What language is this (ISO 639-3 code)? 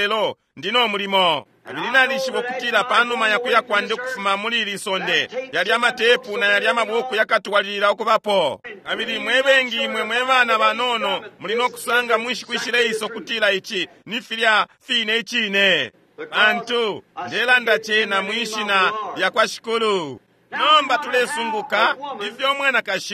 bem